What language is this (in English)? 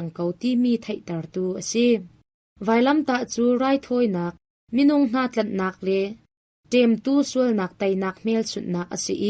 Hakha Chin